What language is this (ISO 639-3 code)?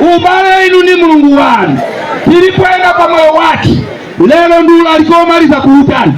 nya